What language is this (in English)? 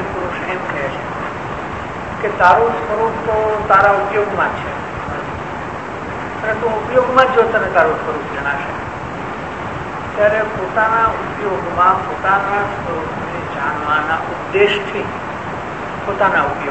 Gujarati